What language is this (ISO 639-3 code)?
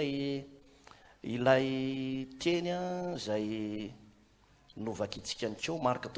mlg